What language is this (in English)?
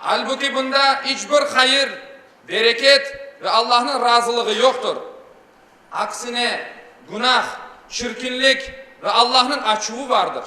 Crimean Tatar